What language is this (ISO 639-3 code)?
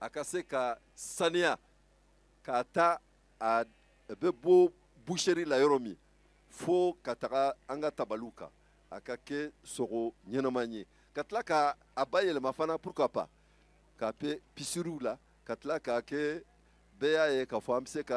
bam